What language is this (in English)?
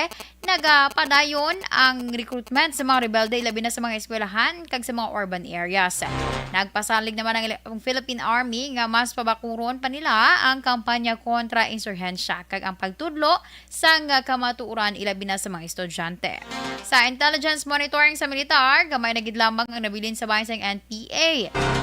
Hiligaynon